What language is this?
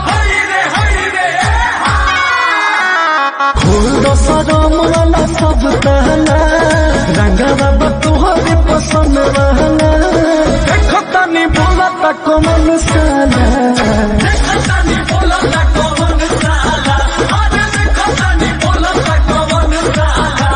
Bhojpuri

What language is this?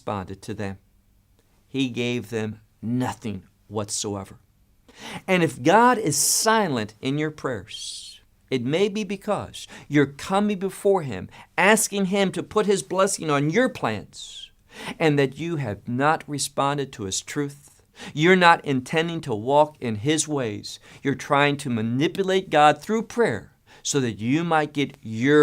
English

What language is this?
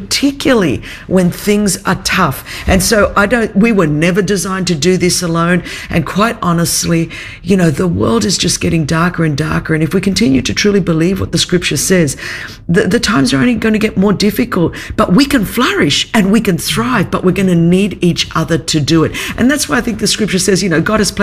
English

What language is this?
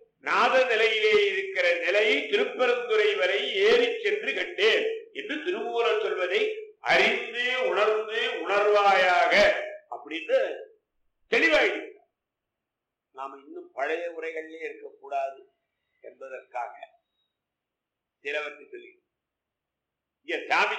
Tamil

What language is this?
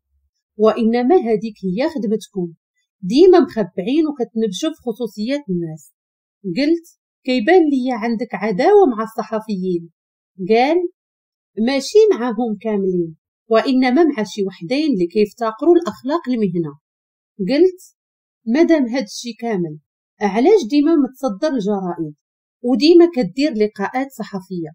Moroccan Arabic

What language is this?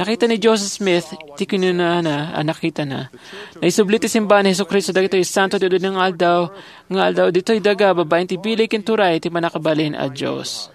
Iloko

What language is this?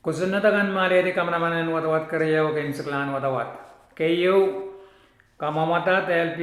Pohnpeian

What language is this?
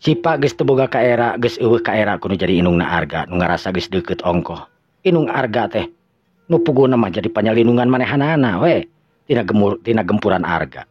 Sundanese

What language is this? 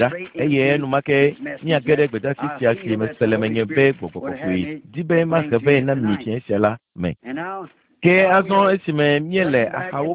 Ewe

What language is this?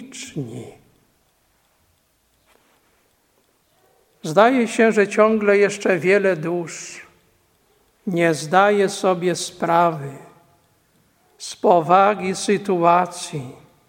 Polish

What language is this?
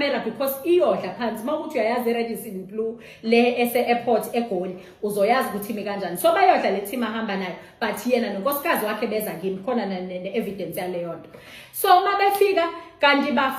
Zulu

